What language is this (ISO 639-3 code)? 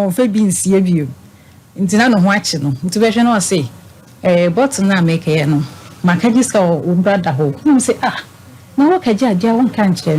aka